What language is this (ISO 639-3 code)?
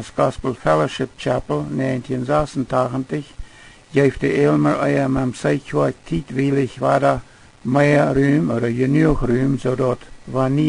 pdt